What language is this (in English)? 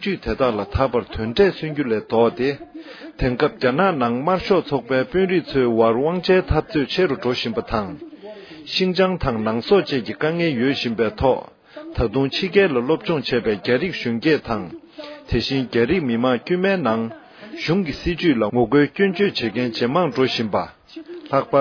Tibetan